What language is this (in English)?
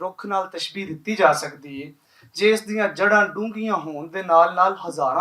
Western Panjabi